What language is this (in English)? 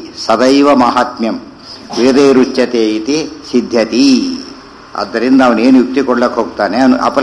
Kannada